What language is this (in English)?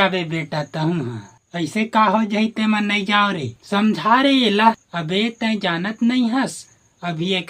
Chhattisgarhi